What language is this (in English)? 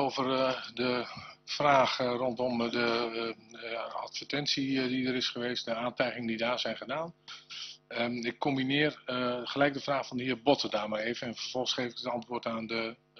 Dutch